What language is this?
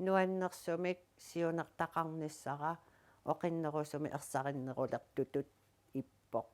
Kalaallisut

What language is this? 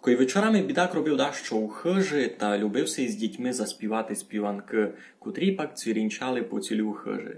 Rusyn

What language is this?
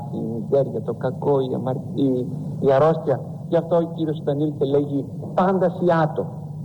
Greek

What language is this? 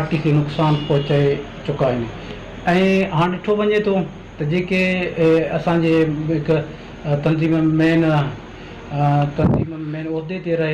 Sindhi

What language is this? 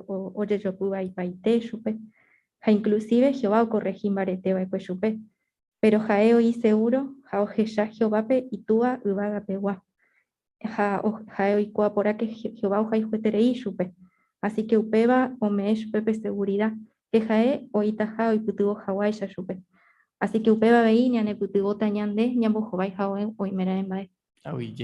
Guarani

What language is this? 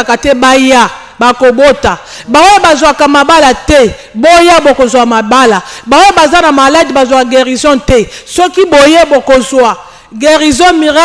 Lingala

